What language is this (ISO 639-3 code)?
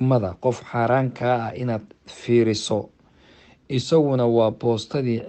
som